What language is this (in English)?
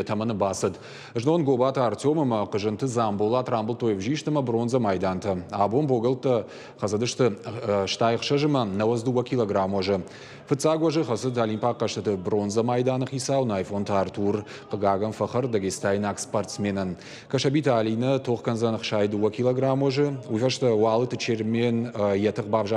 Ossetic